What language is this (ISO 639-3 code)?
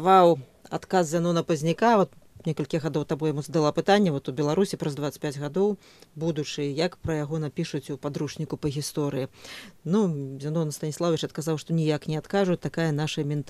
bel